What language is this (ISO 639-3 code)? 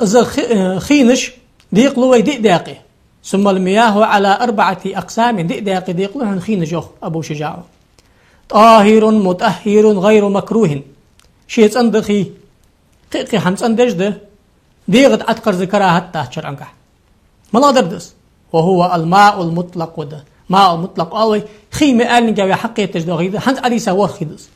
inh